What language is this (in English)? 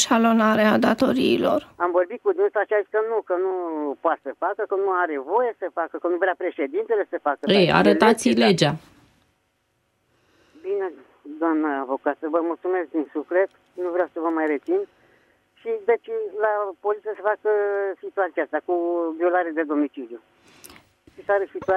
Romanian